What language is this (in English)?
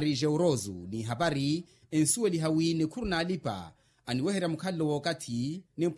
Makhuwa